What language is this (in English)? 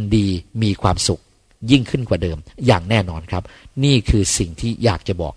Thai